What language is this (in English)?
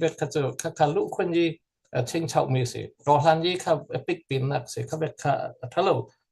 Falam Chin